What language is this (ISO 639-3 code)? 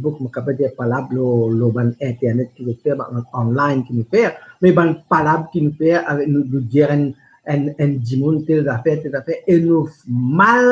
mfe